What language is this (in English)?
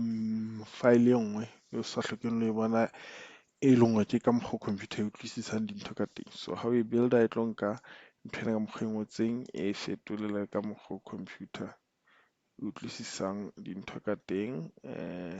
Southern Sotho